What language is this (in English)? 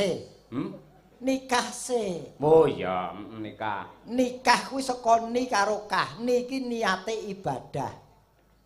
Javanese